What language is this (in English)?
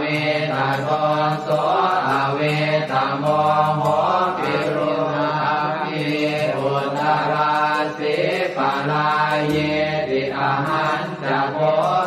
Pali